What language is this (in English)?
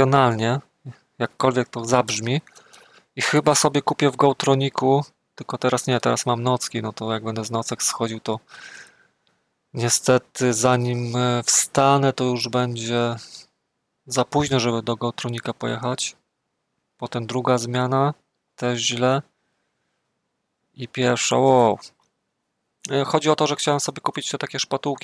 Polish